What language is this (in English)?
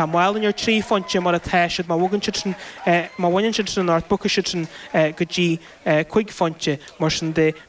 Irish